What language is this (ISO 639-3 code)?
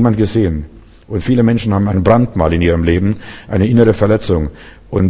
deu